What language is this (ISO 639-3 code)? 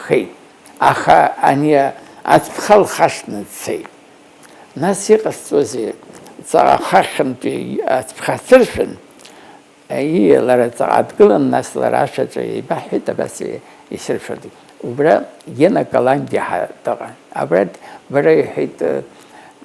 abk